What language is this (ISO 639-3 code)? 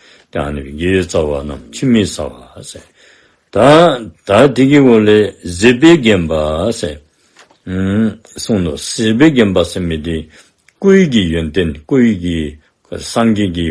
dzo